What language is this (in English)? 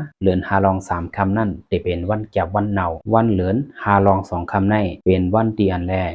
Lao